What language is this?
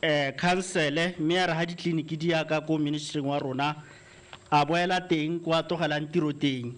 Tswana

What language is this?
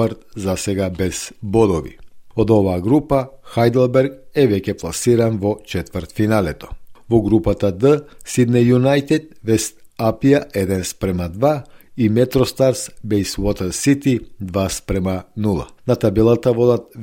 Macedonian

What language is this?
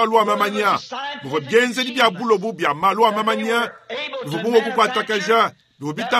Luba-Lulua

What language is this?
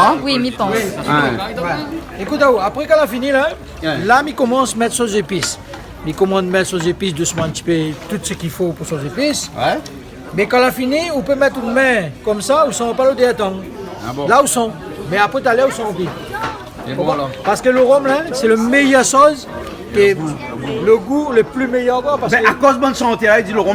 Réunion Creole French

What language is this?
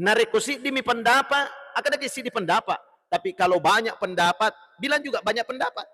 Buginese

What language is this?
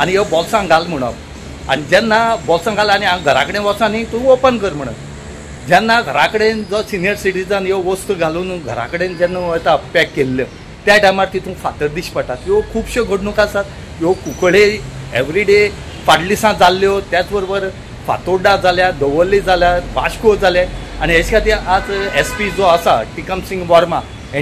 Konkani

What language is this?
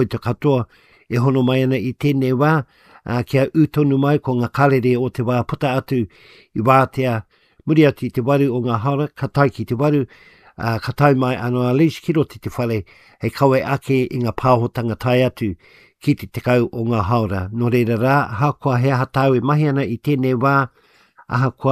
Māori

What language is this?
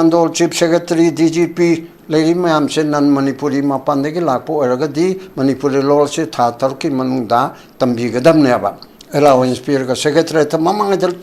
Manipuri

